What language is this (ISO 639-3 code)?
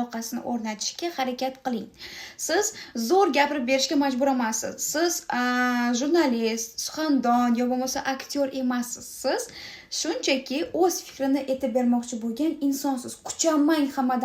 uzb